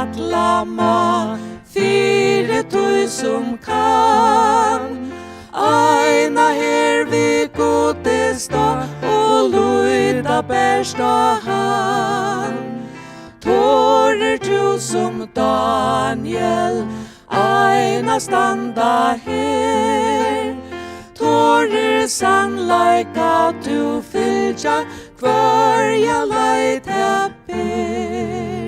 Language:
Faroese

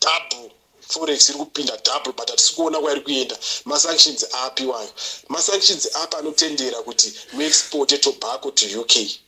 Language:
Shona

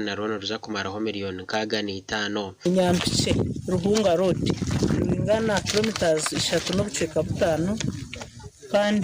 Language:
Nyankole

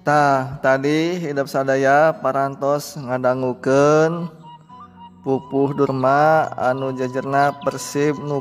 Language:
Sundanese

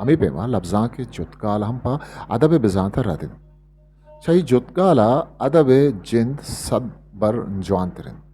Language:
Eastern Balochi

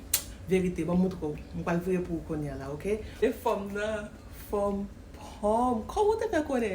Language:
Haitian Creole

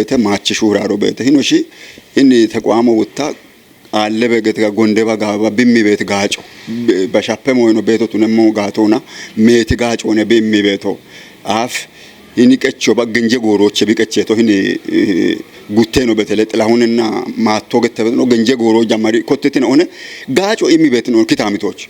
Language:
Kafa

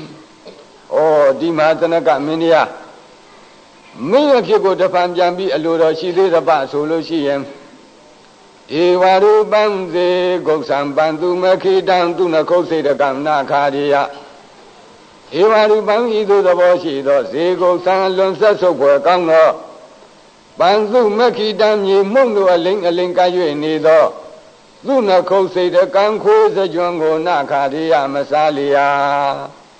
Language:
Burmese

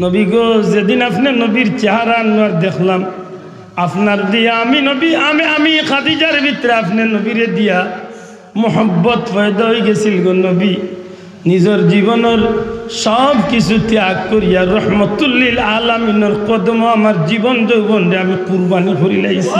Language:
Sylheti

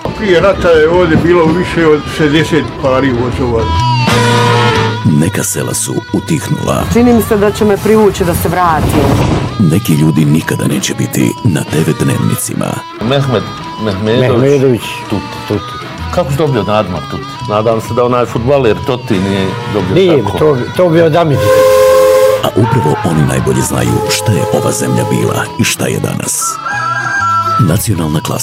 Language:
Bosnian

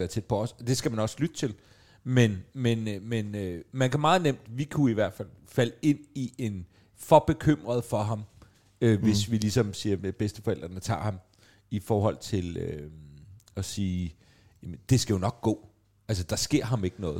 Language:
Danish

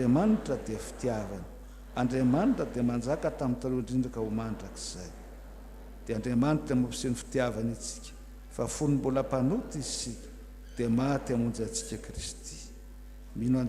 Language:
Malagasy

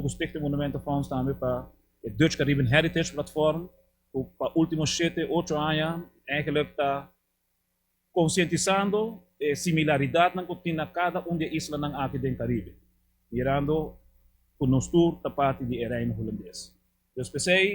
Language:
Papiamento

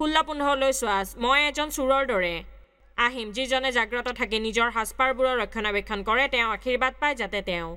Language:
Assamese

